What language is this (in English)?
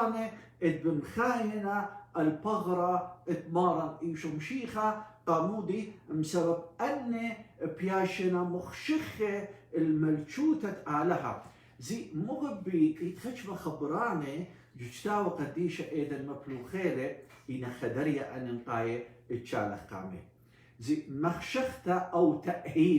Assyrian Neo-Aramaic